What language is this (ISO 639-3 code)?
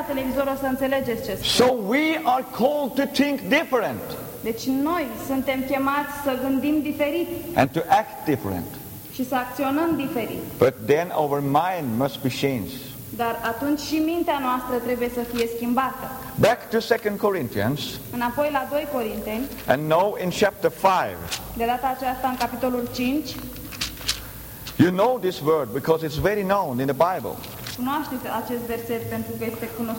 ron